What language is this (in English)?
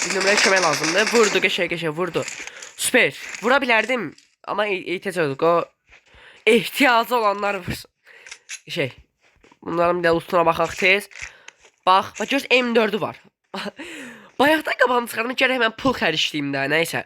Azerbaijani